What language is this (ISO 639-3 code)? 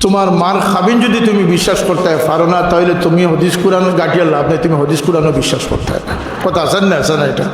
syl